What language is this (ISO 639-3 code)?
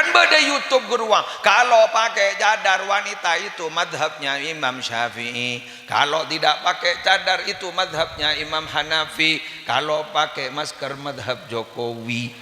mad